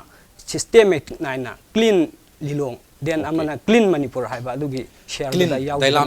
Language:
Manipuri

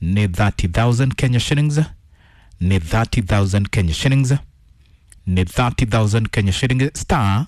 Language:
Kikuyu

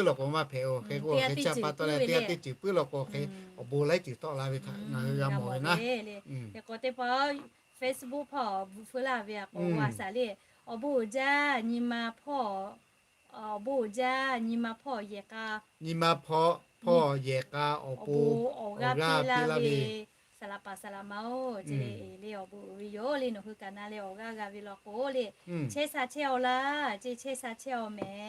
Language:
Lahu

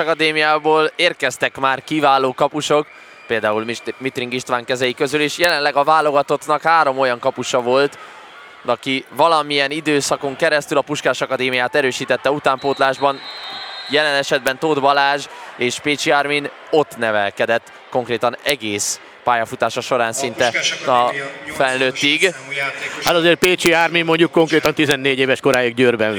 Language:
Hungarian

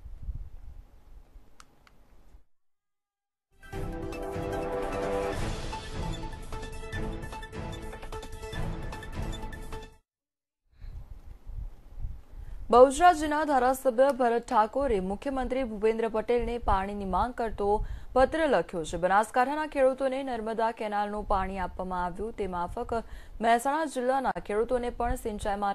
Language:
Gujarati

